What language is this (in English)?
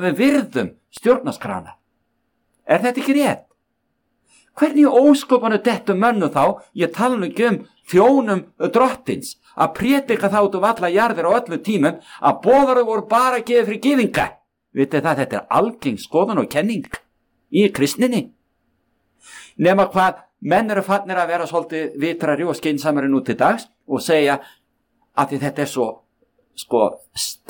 Icelandic